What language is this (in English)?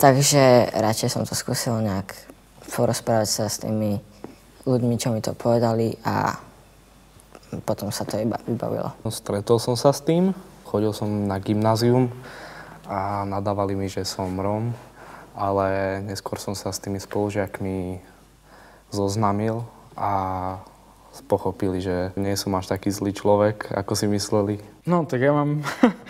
Slovak